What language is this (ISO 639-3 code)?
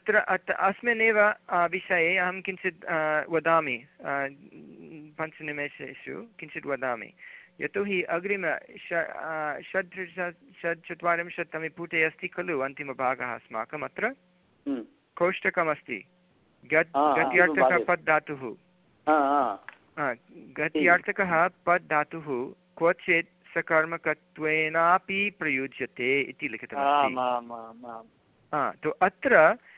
san